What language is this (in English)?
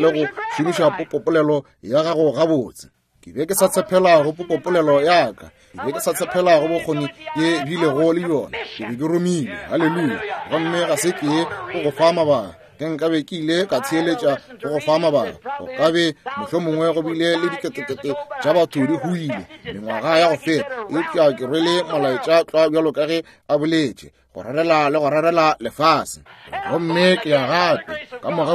Northern Sotho